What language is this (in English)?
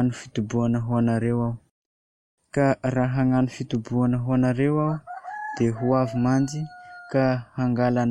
Malagasy